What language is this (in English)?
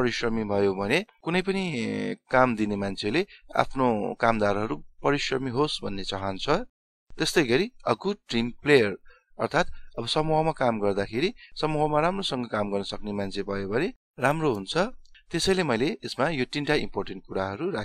Nepali